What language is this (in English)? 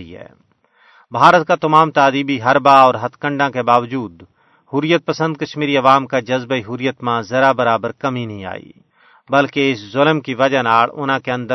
Gujari